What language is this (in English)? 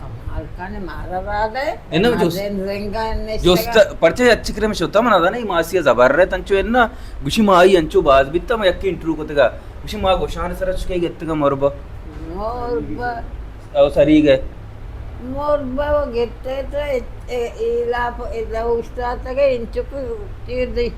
Baluchi